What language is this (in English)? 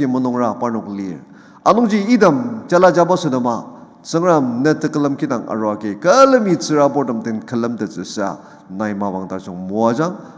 Ao Naga